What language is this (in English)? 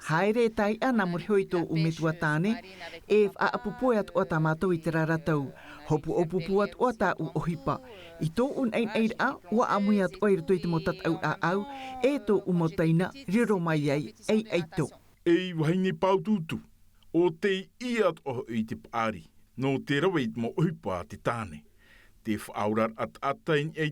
Tahitian